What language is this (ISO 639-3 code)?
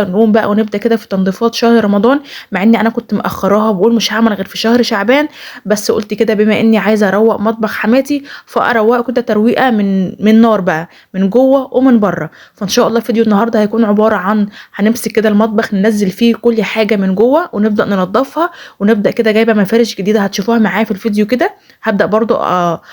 arz